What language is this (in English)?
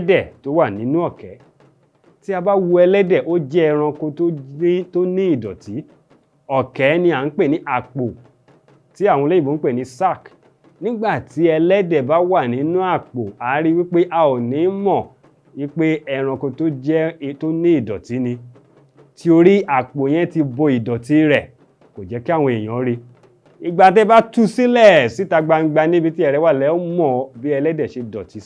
Yoruba